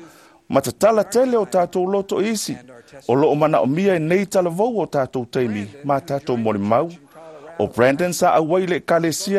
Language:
Samoan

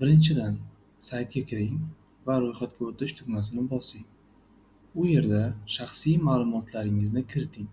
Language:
Uzbek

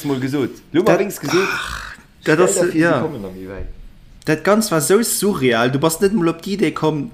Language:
Luxembourgish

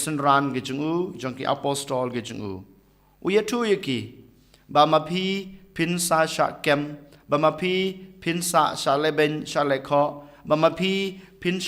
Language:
Khasi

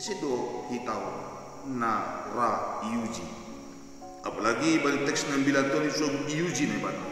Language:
Batak Simalungun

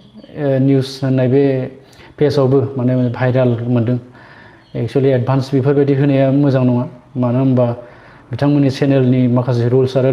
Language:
Bodo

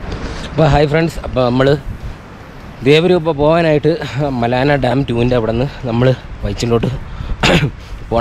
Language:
Malayalam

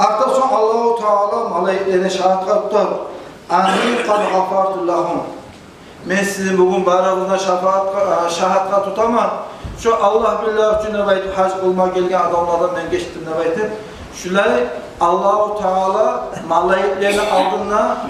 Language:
Kumyk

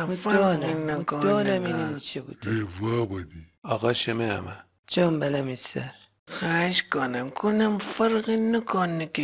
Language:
Gilaki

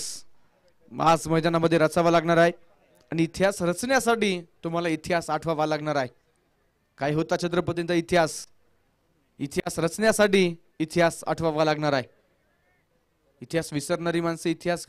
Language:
Marathi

